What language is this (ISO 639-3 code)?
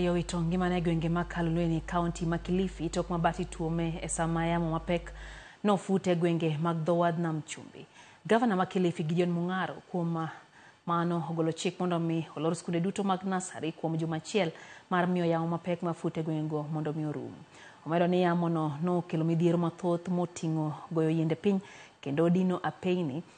luo